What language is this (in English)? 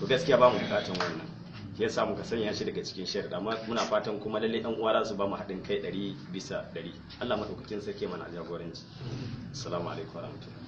Hausa